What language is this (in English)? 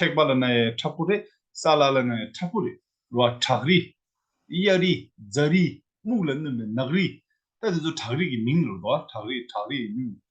Tibetan